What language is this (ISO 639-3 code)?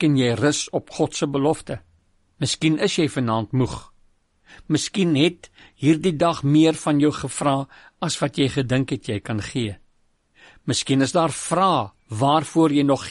afr